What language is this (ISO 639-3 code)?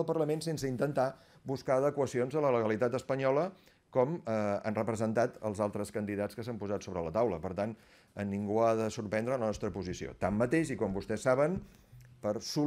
cat